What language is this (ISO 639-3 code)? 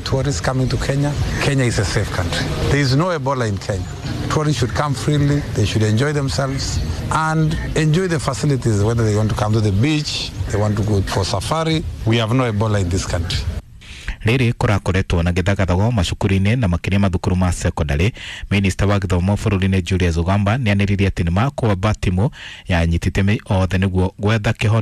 kik